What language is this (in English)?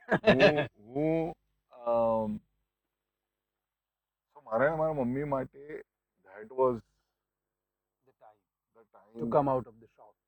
Gujarati